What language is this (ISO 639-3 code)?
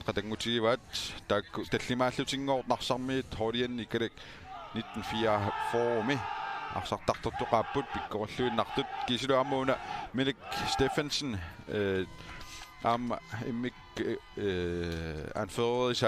kal